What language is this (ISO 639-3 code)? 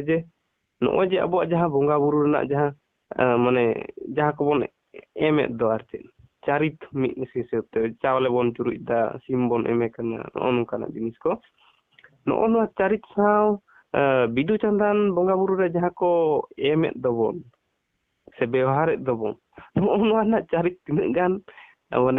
sat